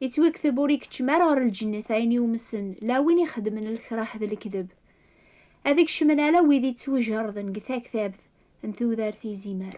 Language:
Kabyle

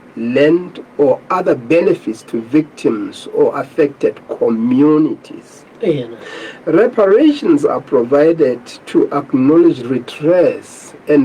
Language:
Southern Sotho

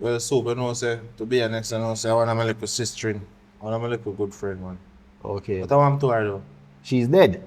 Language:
Jamaican Creole English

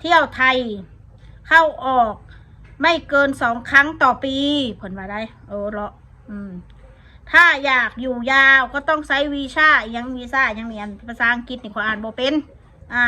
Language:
Northeastern Thai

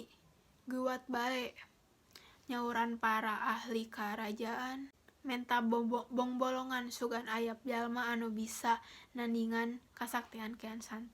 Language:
Sundanese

